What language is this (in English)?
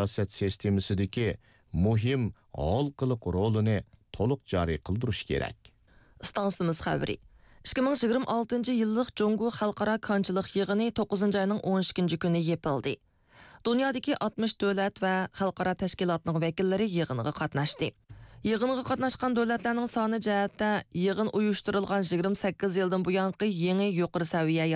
Uyghur